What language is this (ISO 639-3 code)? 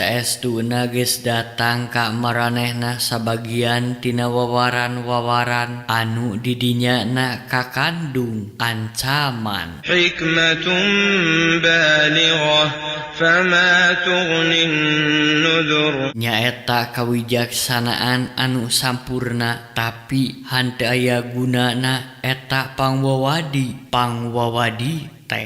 sun